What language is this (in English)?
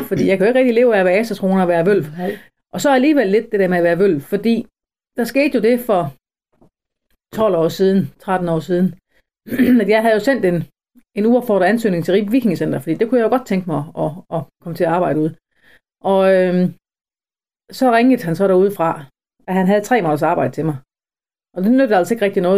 Danish